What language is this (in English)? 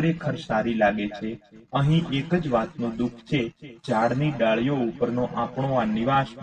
Gujarati